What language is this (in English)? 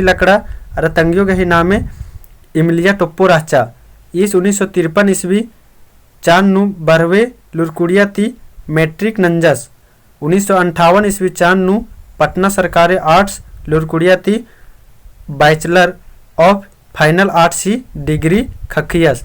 Kurukh